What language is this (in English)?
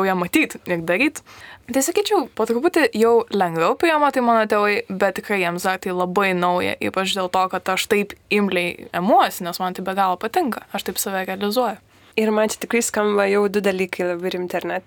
Lithuanian